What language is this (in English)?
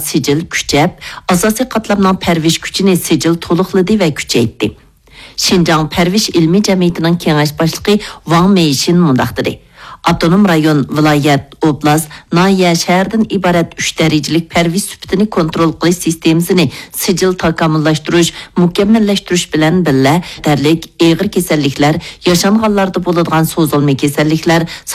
Uyghur